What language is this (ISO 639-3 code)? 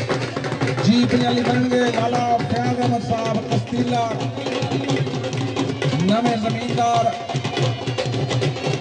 pan